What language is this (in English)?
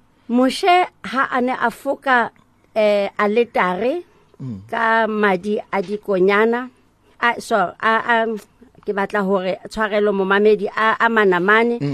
Southern Sotho